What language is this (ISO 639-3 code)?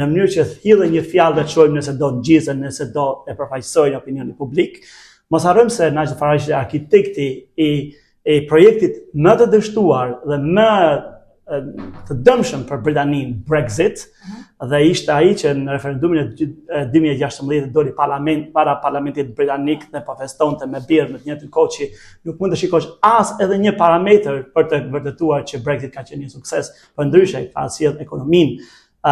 sqi